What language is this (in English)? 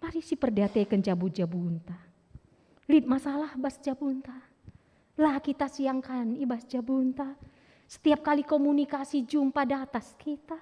Batak Karo